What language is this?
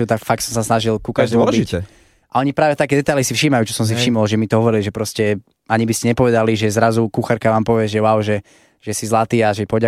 Slovak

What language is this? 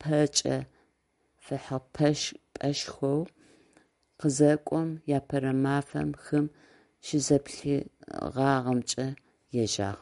Adyghe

